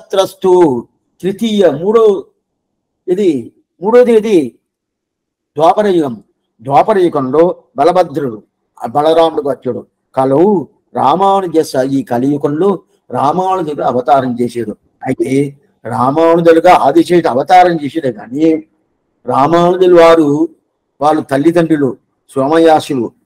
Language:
Telugu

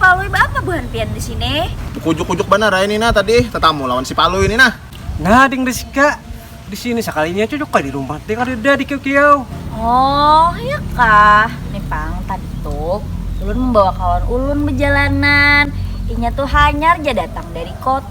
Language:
Banjar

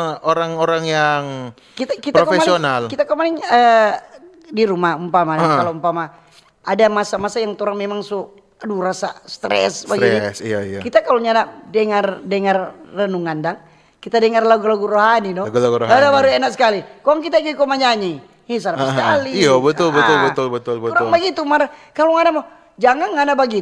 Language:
Manado Malay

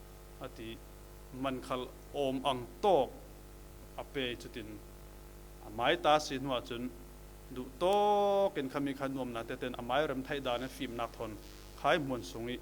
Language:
Falam Chin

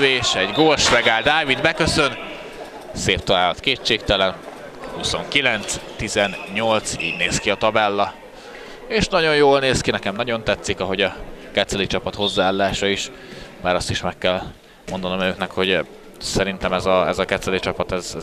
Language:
Hungarian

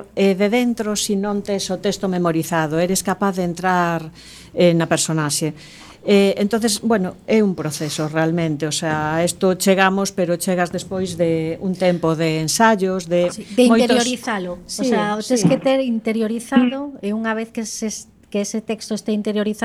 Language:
Galician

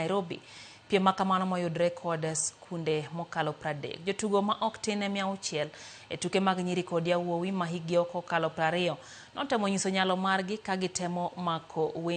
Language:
Luo (Kenya and Tanzania)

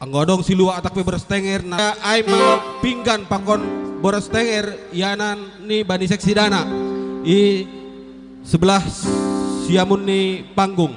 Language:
Batak Simalungun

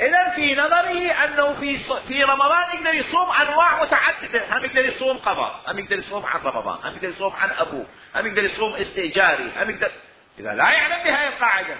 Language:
Mesopotamian Arabic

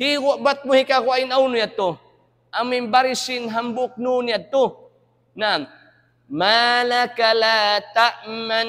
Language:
Tausug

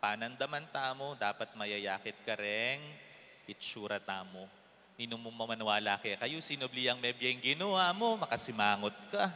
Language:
Pampanga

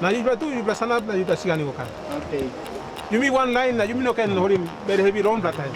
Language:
Tok Pisin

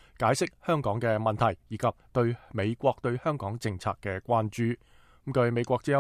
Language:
Cantonese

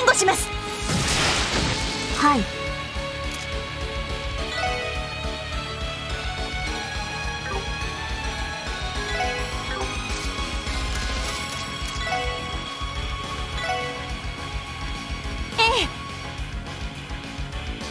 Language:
Japanese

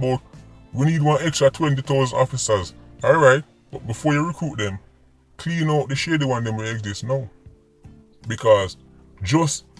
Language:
Jamaican Creole English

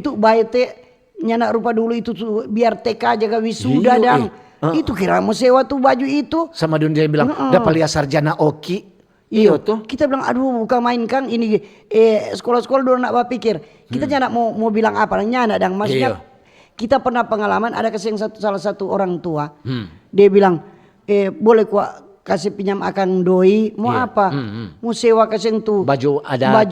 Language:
Manado Malay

